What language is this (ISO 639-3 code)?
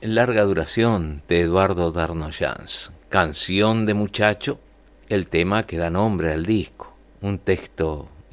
spa